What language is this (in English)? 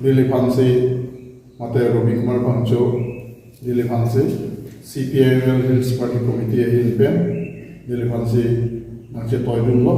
Karbi